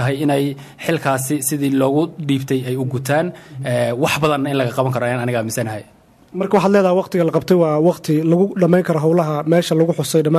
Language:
Somali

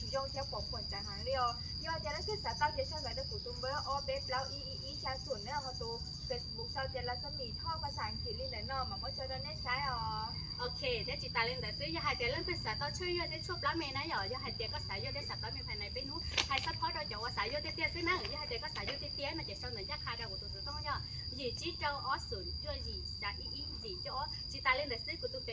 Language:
Hmong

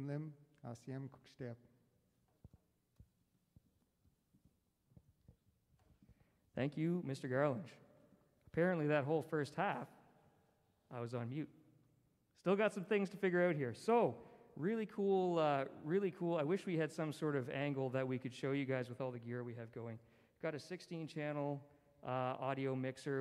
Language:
English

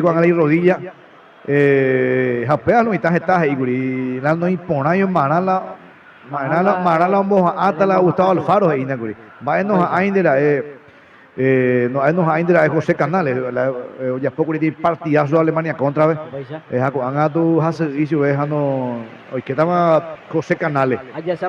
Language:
Guarani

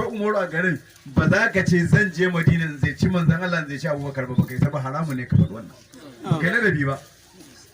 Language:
Hausa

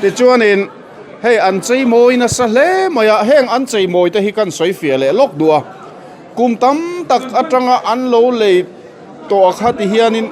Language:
Mizo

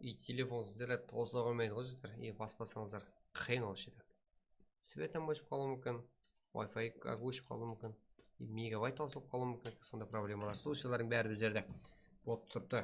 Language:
Kara-Kalpak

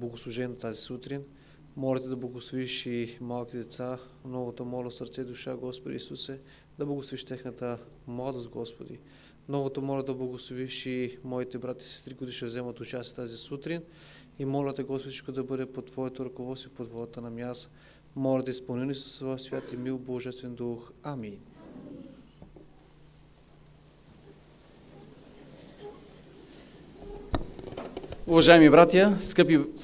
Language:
Bulgarian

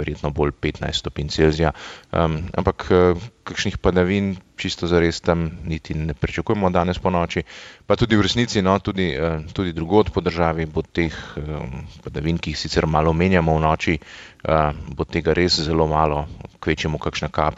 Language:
Slovenian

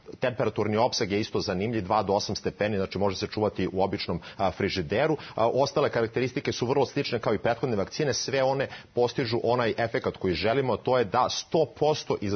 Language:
Serbian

